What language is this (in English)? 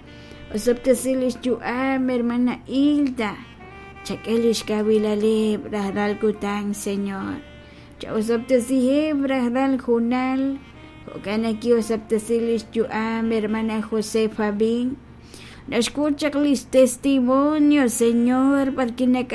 Kekchí